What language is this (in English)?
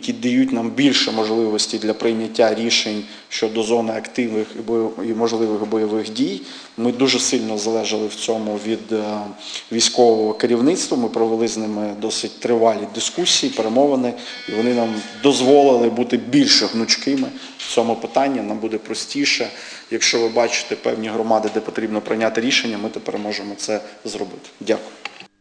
Ukrainian